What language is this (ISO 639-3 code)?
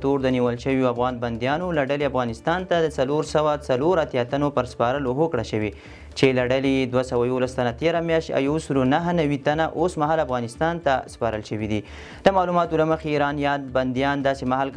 pus